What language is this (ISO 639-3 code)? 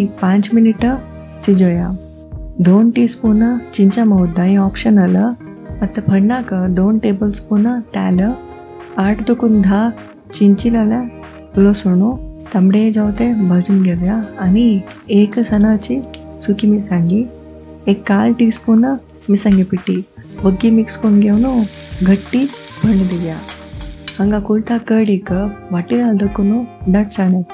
kok